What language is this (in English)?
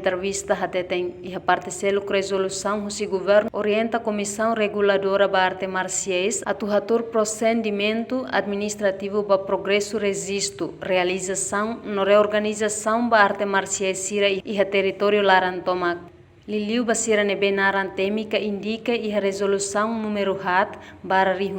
Tetum